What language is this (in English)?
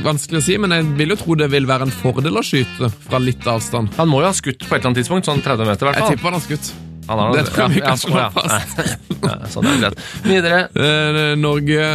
Norwegian